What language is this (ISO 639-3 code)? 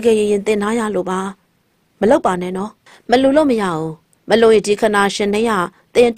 mya